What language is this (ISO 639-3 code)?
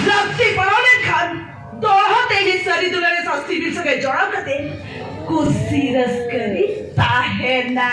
sat